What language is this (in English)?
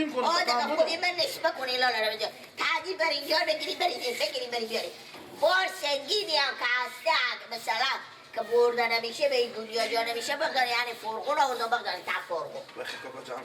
Persian